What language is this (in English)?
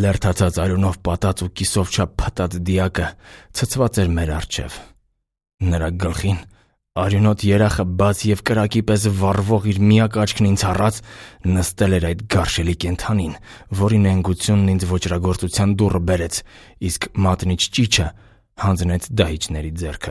Armenian